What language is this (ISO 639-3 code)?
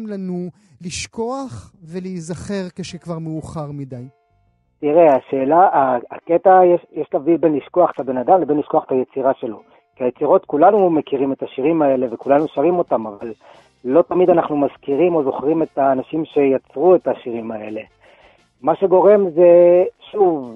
heb